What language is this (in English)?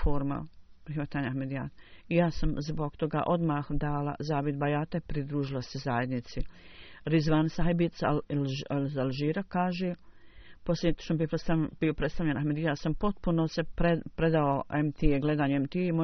Bosnian